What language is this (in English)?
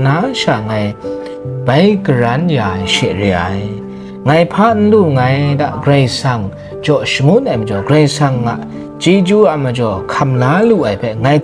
Kachin